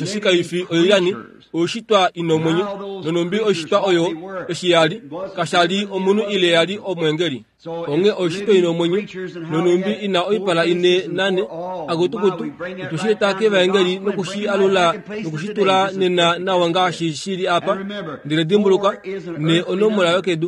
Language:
Kuanyama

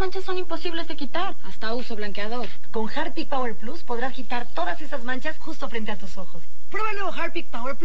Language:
Spanish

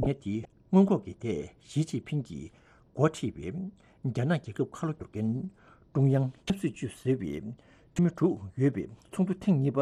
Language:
Tibetan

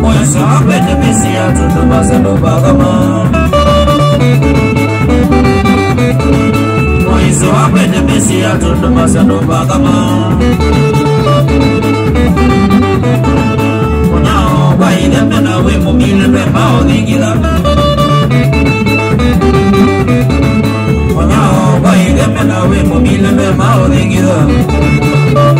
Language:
Swahili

